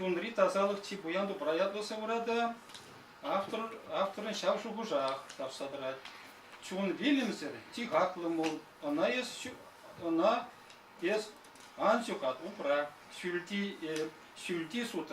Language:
Chuvash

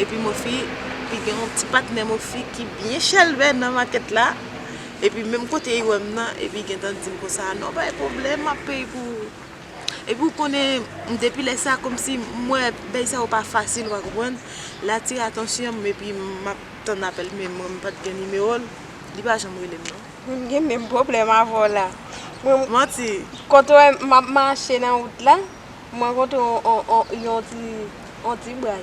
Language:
Haitian Creole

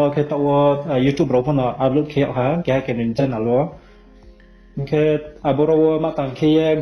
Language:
Riang (India)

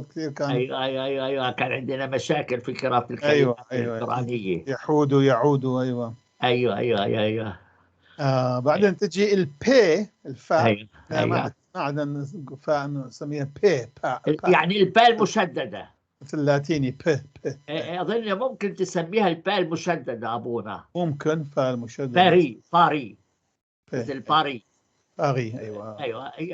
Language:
North Levantine Arabic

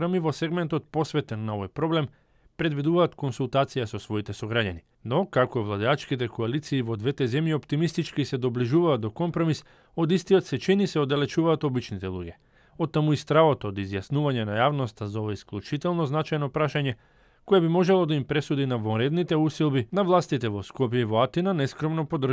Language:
Macedonian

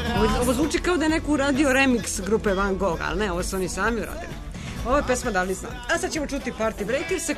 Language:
Serbian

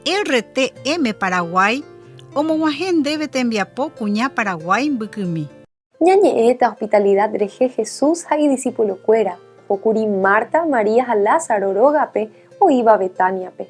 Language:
Guarani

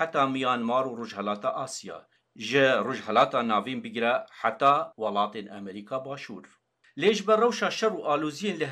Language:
Kurdish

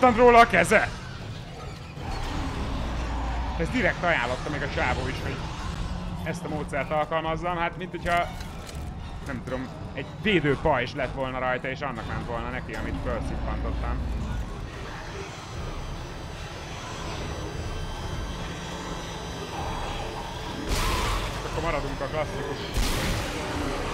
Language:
Hungarian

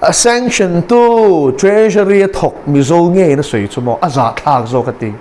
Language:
Mizo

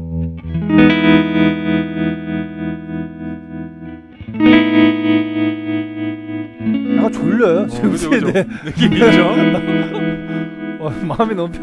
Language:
Korean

